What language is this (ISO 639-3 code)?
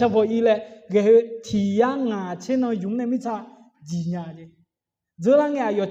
ahk